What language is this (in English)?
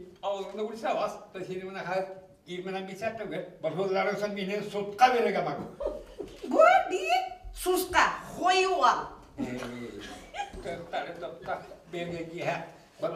Bashkir